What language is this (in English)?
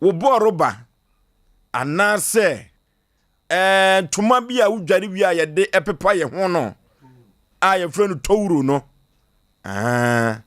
Akan